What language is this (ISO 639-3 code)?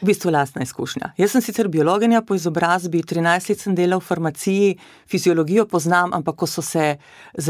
slv